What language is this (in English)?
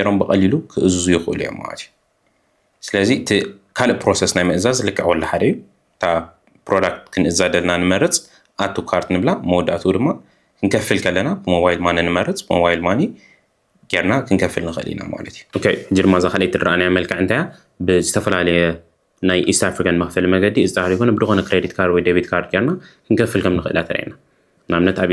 Tigrinya